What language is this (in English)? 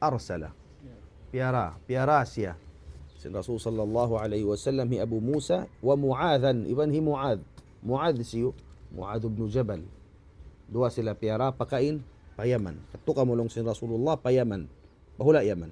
Tausug